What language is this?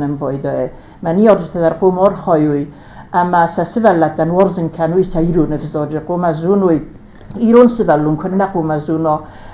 Ossetic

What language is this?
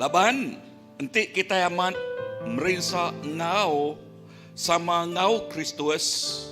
Iban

